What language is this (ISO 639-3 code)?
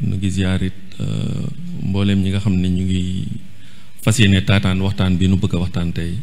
wol